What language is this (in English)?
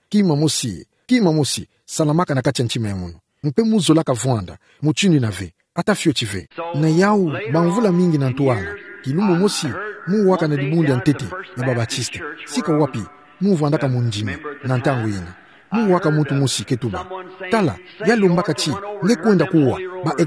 Kituba (Democratic Republic of Congo)